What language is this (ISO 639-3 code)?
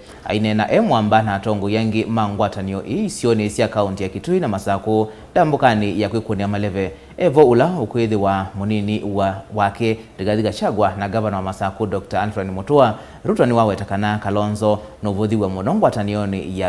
kam